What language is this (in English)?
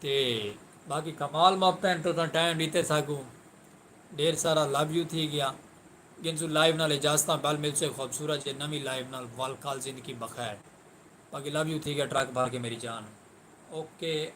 Saraiki